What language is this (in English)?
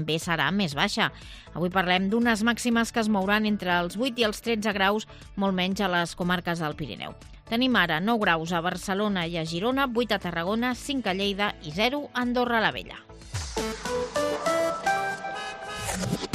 Catalan